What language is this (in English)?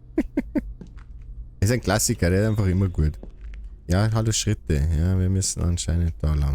Bavarian